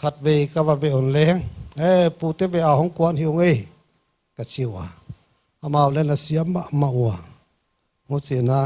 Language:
Paite Chin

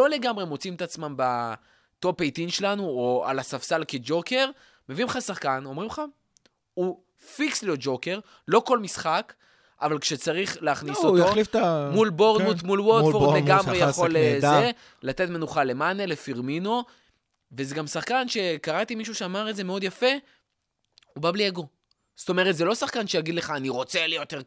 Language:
Hebrew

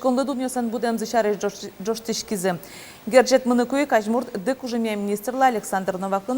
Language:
Udmurt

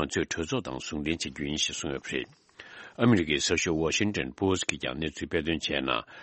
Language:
Tibetan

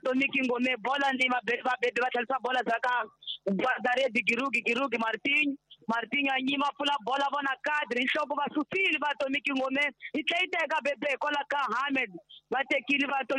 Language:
Tsonga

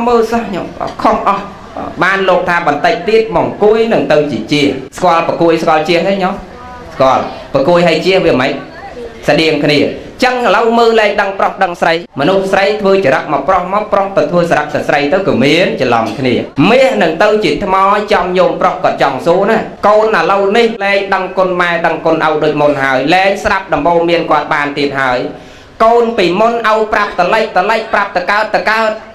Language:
Khmer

